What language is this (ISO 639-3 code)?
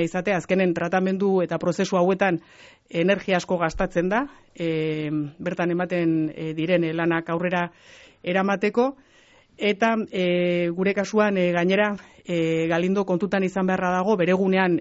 eus